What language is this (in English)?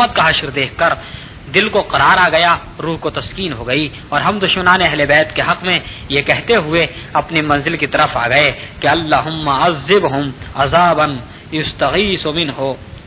Urdu